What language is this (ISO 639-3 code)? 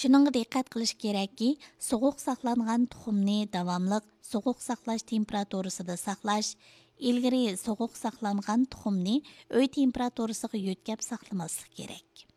uig